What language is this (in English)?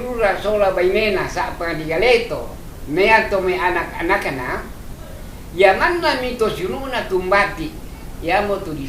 Toraja-Sa'dan